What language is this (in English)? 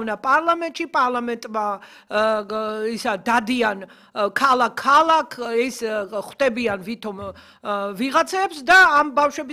Georgian